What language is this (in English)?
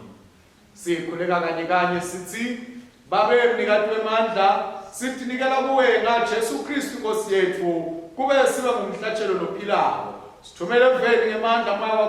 Swati